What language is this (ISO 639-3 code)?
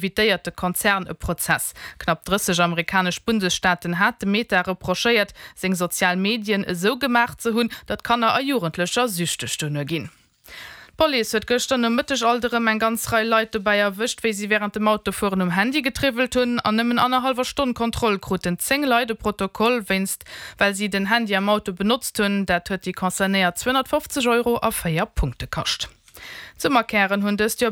ltz